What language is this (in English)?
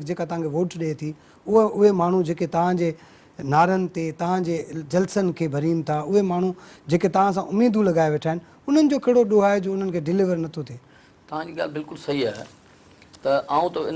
Sindhi